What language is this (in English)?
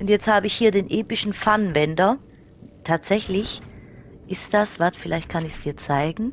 Swiss German